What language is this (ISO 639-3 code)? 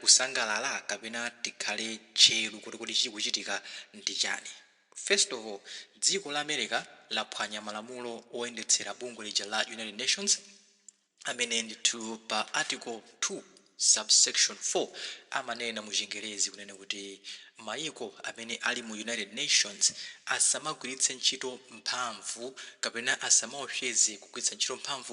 nya